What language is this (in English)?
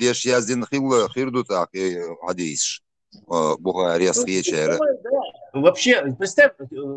Chechen